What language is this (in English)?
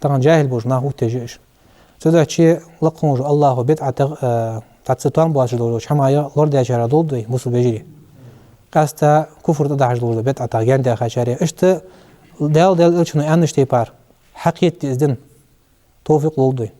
Ingush